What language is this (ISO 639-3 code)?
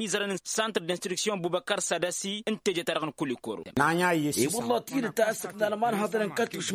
taq